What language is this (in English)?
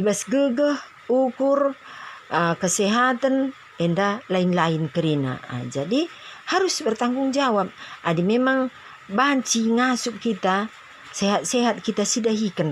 Batak Karo